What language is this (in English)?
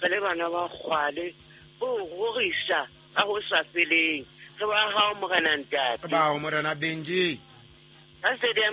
Southern Sotho